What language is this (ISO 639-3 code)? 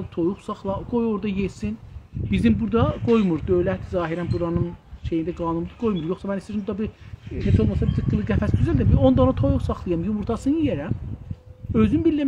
azb